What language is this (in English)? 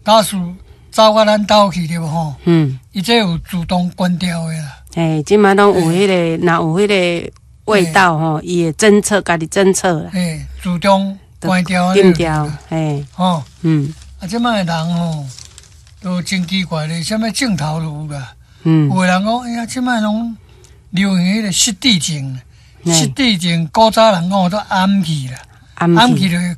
Min Nan Chinese